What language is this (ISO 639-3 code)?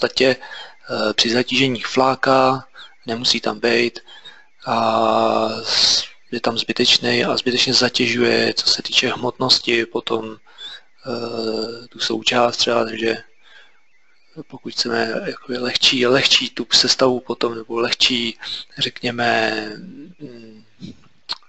ces